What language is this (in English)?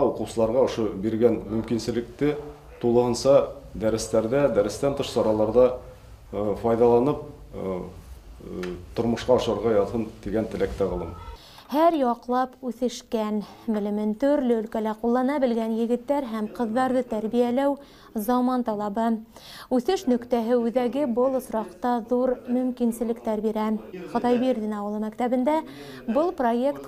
Bashkir